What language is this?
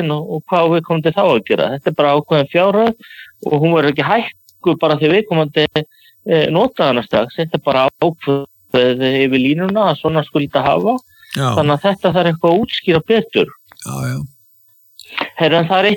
Icelandic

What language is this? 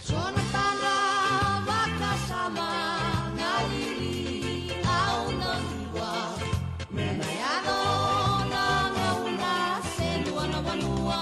Fijian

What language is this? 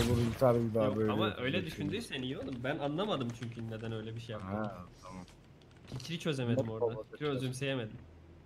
Turkish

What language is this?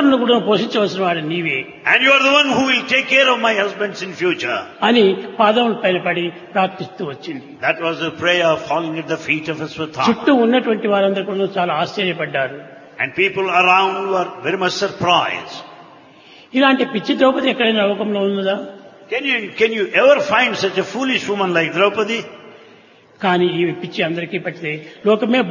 Telugu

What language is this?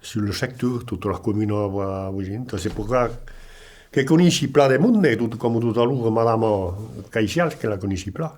Occitan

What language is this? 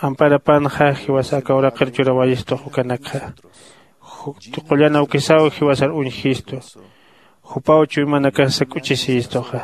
Aymara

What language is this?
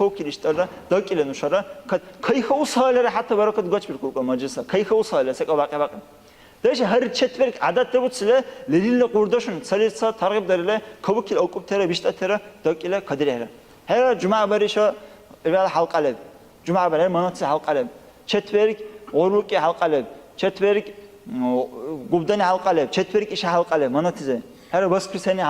Dargwa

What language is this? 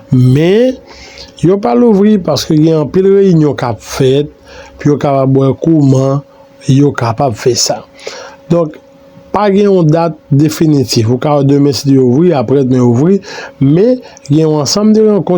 Haitian Creole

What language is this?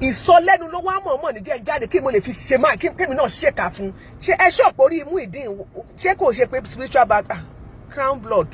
Yoruba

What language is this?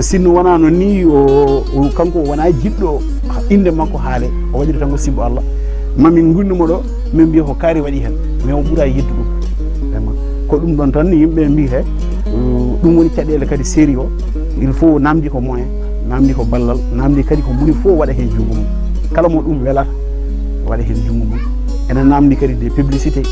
Fula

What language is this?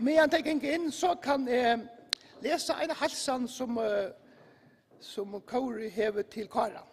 Faroese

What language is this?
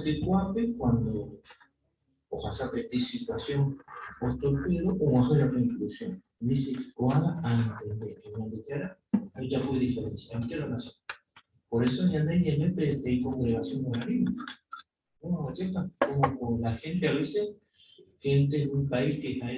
Guarani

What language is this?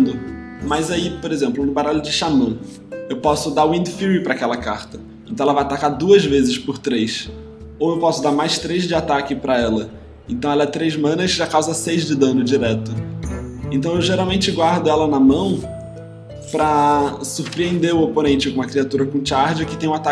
Portuguese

